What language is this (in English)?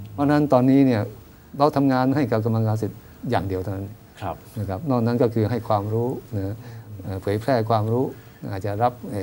Thai